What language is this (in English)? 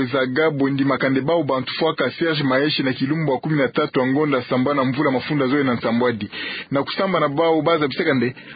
Kituba (Democratic Republic of Congo)